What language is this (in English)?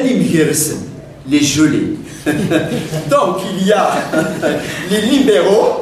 Kabyle